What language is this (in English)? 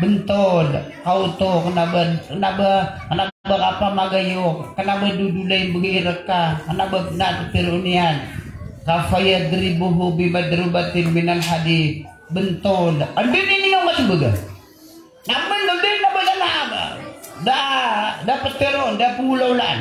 Maranao